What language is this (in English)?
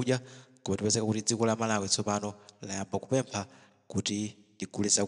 Nyanja